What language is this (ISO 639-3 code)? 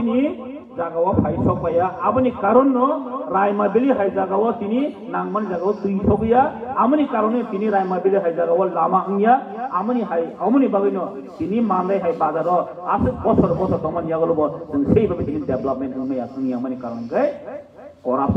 trp